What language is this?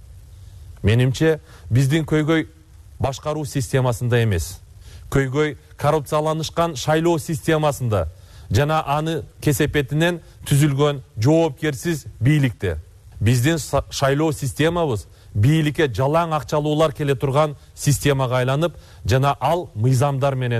Kyrgyz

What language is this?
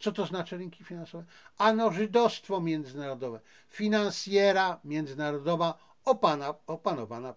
Polish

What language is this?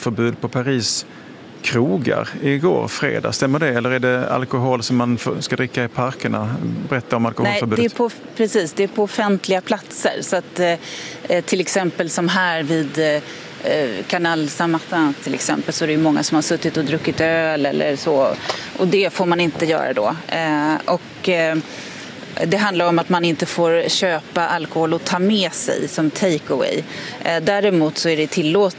Swedish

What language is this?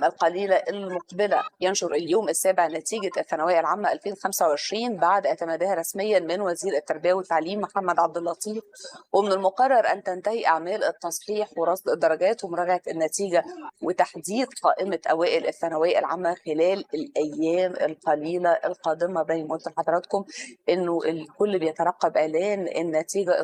Egyptian Arabic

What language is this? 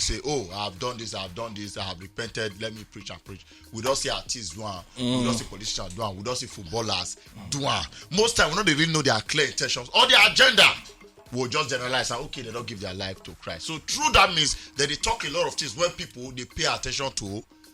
Nigerian Pidgin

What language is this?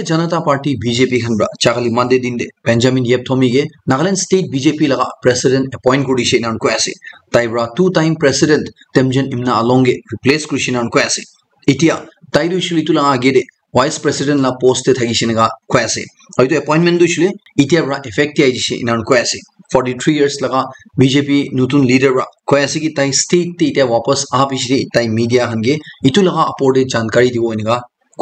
Naga Pidgin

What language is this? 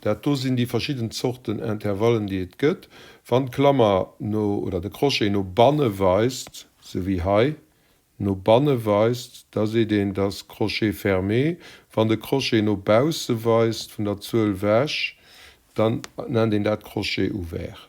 Luxembourgish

